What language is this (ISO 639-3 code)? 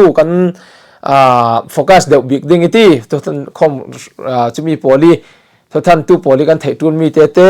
cfm